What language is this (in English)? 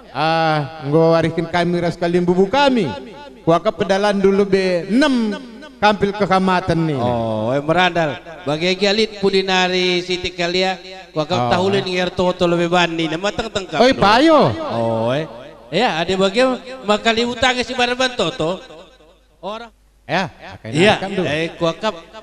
Batak Karo